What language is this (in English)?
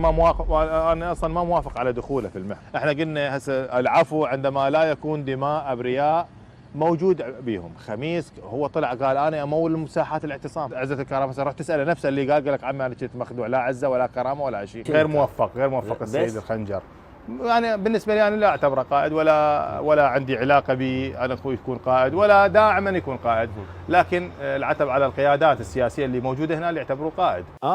Mesopotamian Arabic